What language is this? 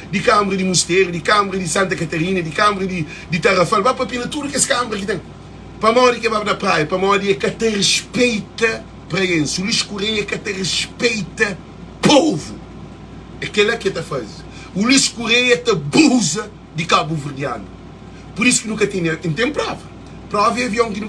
Kabuverdianu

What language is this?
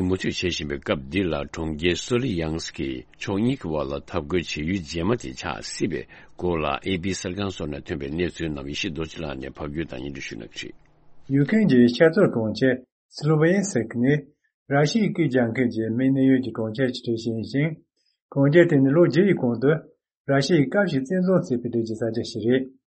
Tibetan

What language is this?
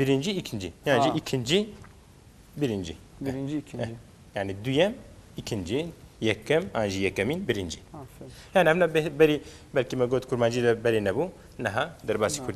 Kurdish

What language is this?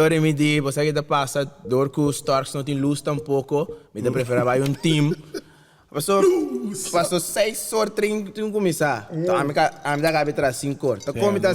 Papiamento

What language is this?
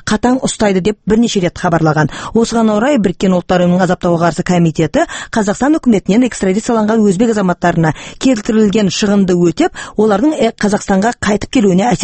Kazakh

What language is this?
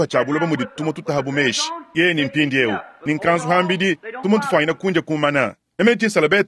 Luba-Lulua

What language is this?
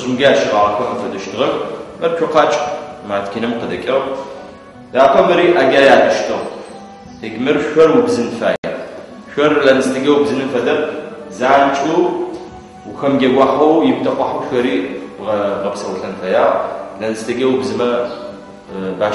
Adyghe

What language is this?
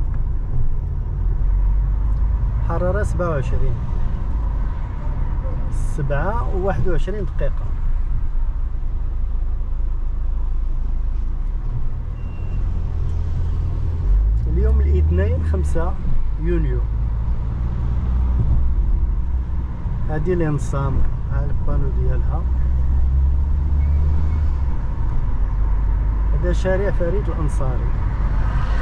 Moroccan Arabic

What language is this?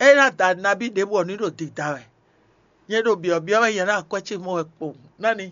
Fon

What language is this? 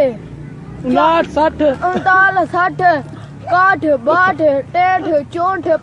Dogri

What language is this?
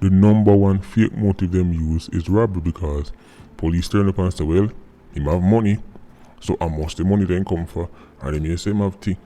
Jamaican Creole English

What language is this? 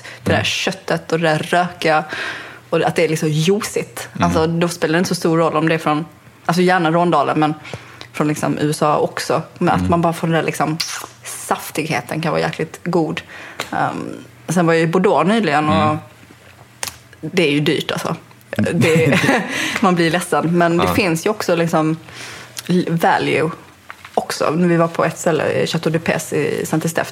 Swedish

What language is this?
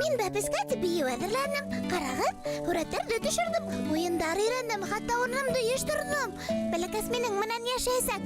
Bashkir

